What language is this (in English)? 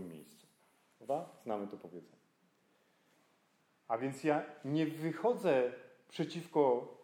Polish